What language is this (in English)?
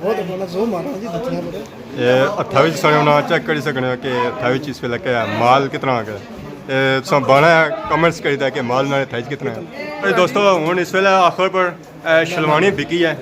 Pahari-Potwari